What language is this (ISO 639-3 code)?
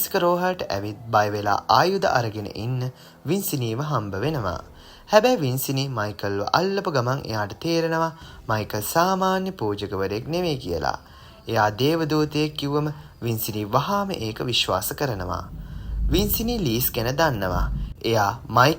sin